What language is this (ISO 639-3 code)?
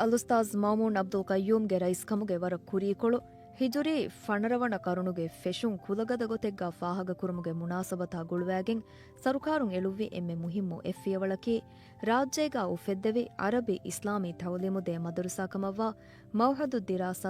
div